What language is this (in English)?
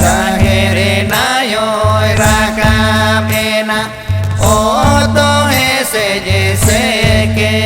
Santali